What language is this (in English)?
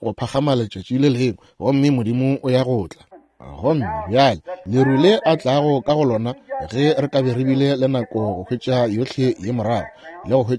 Northern Sotho